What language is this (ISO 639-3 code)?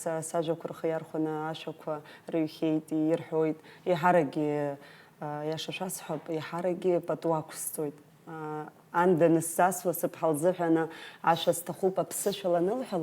abk